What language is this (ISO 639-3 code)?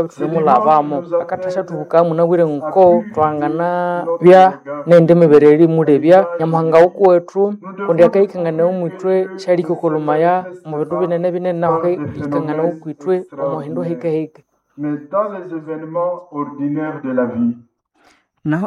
nnb